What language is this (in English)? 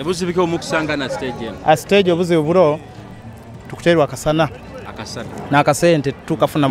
Nyoro